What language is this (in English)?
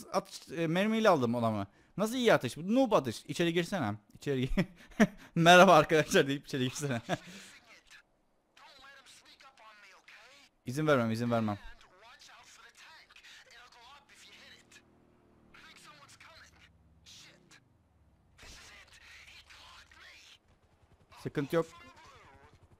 Turkish